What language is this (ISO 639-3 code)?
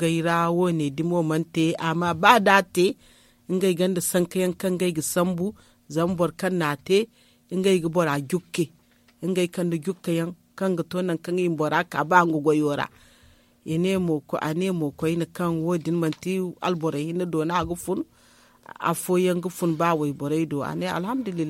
dje